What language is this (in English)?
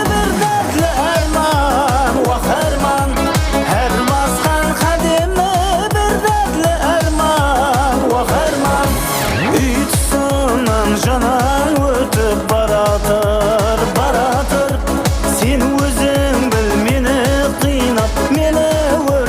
Kara-Kalpak